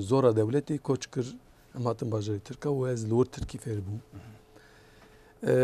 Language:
Kurdish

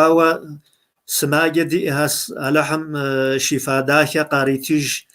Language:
Kabardian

